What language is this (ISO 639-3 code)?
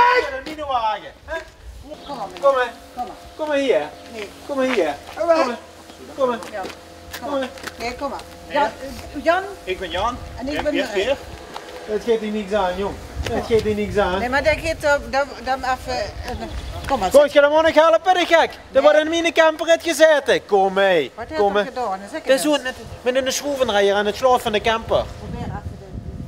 lim